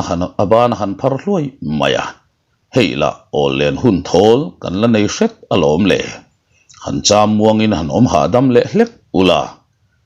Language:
Mizo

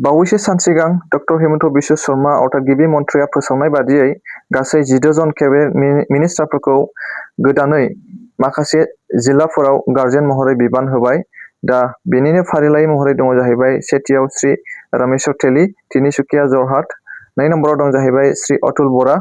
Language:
Bodo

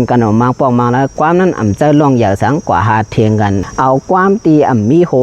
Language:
Shan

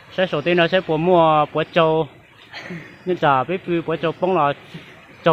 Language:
Hmong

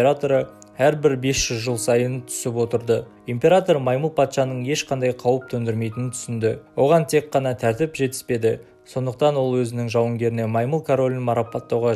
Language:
Kazakh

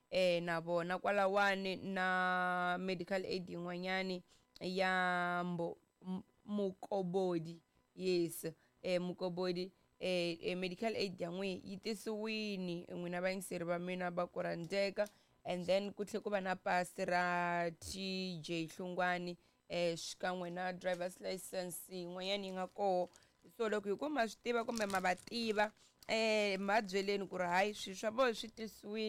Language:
Tsonga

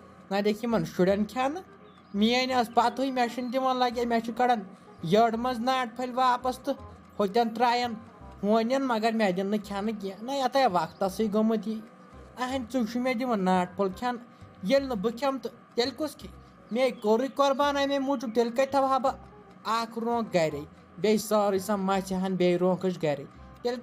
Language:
Kashmiri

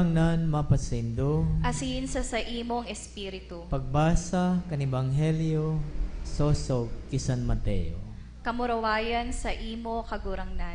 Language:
Bikol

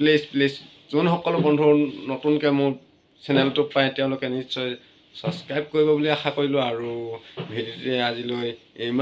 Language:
Assamese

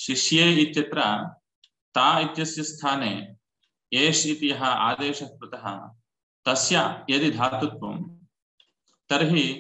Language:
Sanskrit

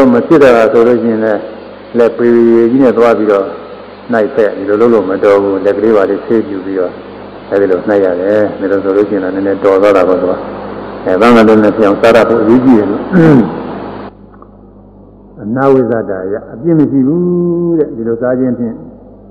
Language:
Burmese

